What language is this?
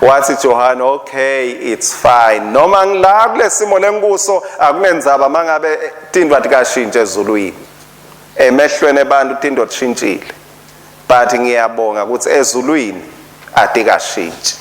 Swati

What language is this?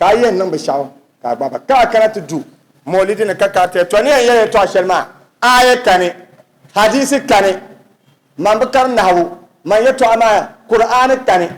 Dagbani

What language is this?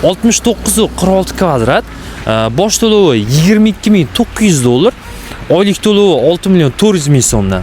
Uzbek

